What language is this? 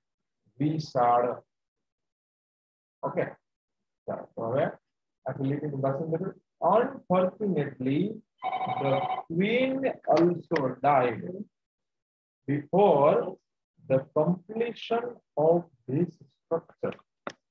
Gujarati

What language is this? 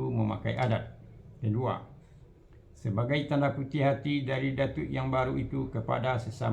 Minangkabau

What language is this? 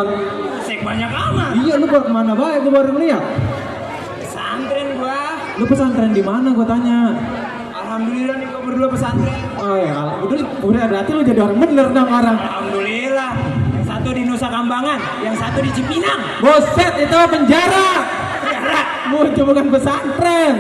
Betawi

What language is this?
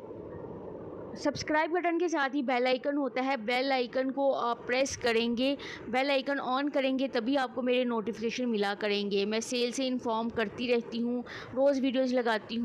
Hindi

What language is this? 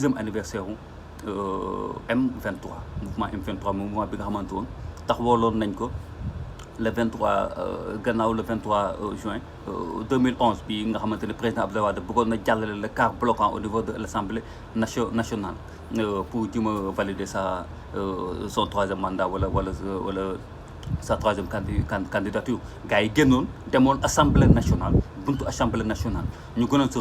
Wolof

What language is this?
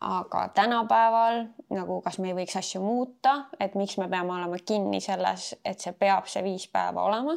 Estonian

